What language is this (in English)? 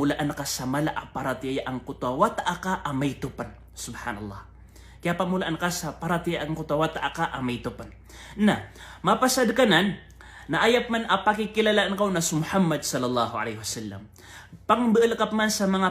Maranao